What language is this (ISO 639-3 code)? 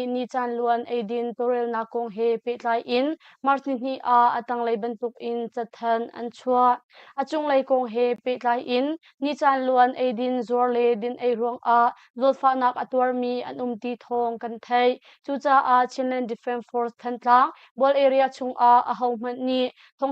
cnh